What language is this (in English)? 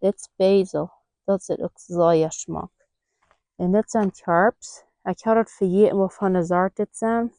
Plautdietsch